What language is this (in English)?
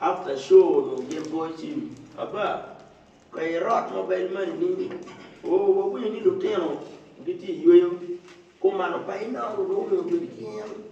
Acoli